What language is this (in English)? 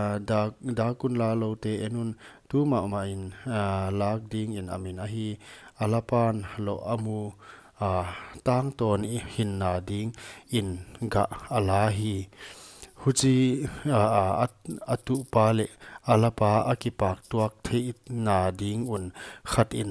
Paite Chin